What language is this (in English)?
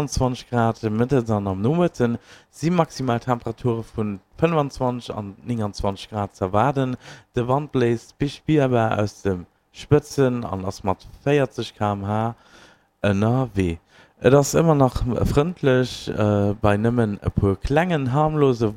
Luxembourgish